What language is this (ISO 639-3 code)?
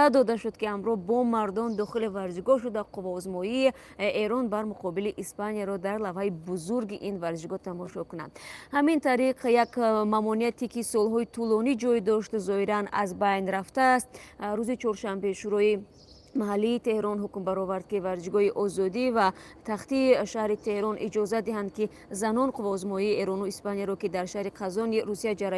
tgk